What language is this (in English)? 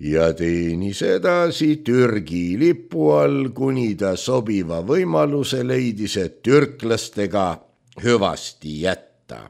Estonian